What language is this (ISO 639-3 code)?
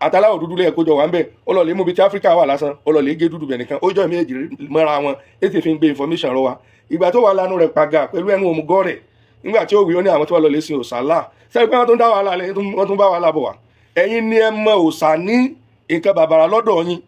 yor